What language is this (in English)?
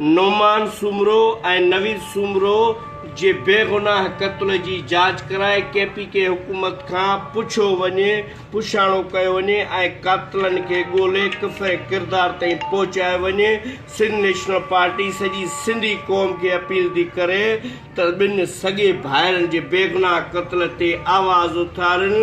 Sindhi